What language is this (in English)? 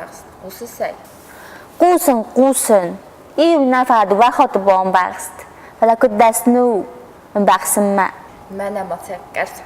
Ossetic